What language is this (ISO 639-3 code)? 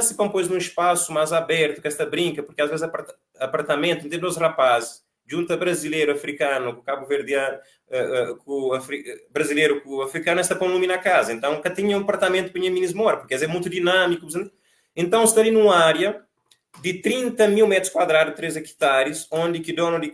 kea